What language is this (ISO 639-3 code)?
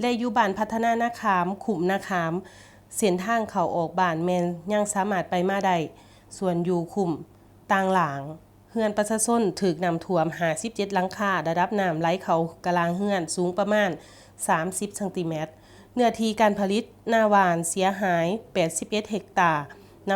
lao